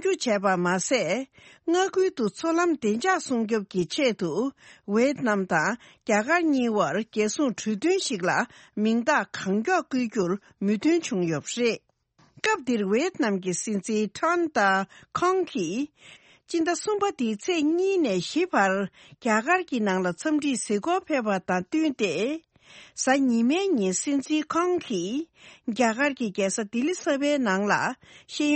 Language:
Tibetan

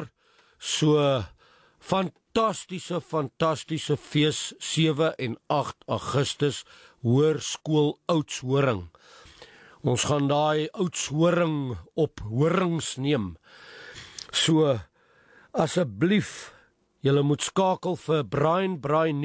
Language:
Afrikaans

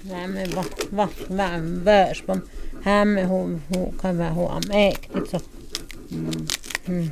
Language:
Totontepec Mixe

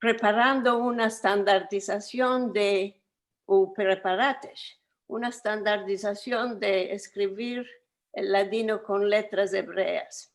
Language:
Ladino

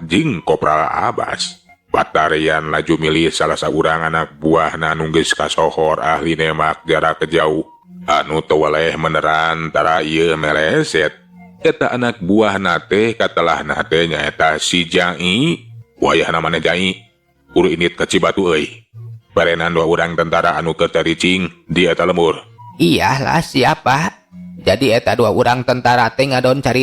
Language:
Sundanese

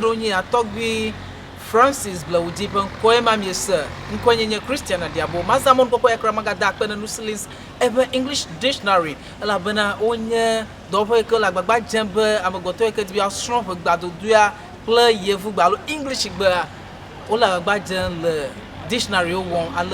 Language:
Ewe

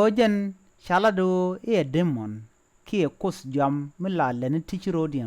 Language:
Nuer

